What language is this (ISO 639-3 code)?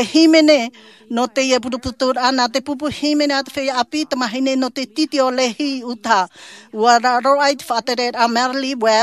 tah